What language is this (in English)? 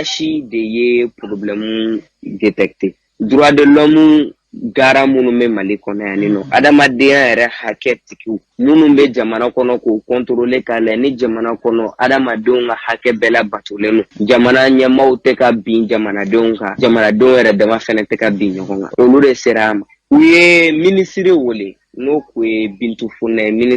Bambara